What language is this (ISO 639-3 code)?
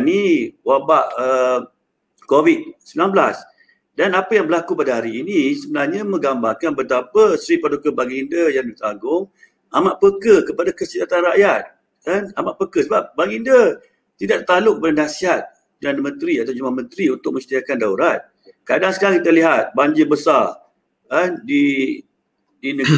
msa